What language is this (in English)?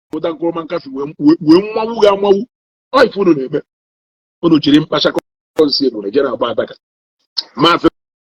Igbo